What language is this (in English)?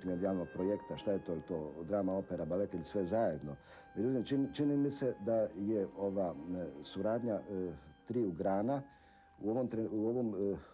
Croatian